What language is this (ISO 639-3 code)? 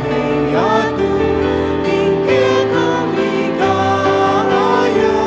pam